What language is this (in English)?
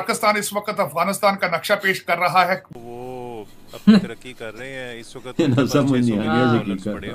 Hindi